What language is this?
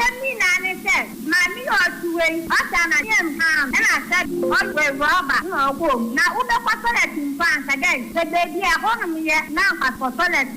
Akan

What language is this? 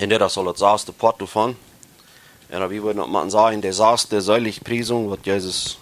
Plautdietsch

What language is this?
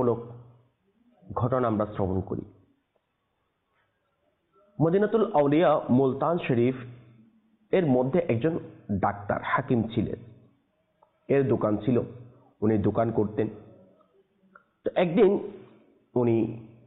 Bangla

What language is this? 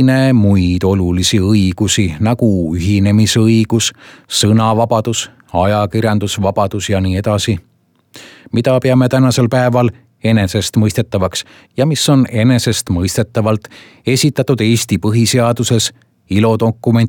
Estonian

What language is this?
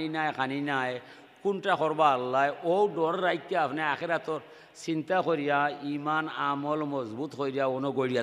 Sylheti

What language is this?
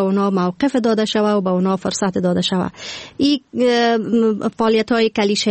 Persian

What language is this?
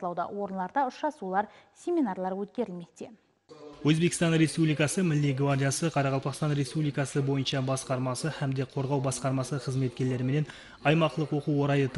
Kara-Kalpak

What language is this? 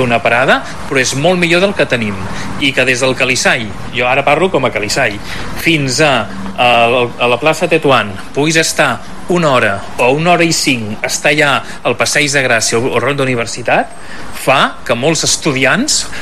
Catalan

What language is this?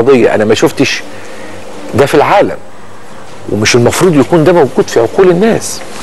Egyptian Arabic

